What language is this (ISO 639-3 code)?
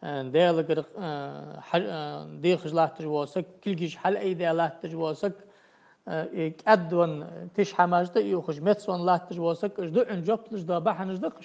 inh